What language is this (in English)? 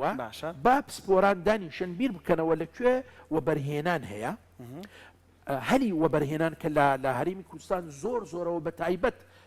Central Kurdish